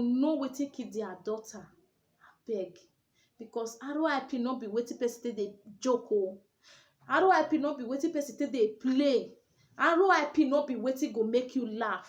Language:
Nigerian Pidgin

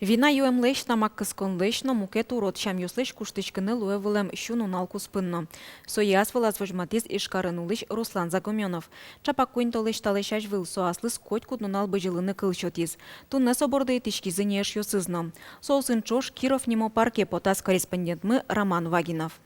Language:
Udmurt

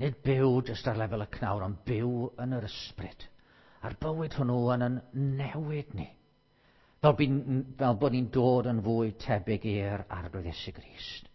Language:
Welsh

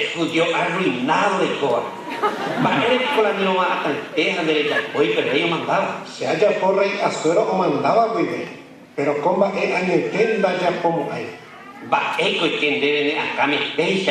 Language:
Guarani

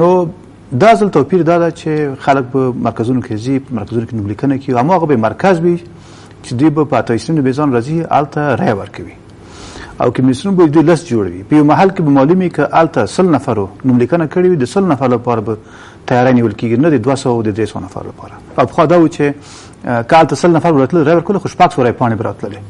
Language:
Pashto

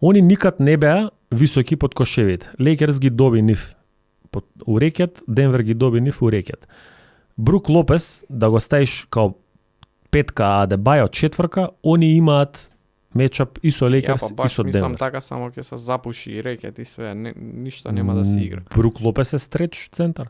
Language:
Macedonian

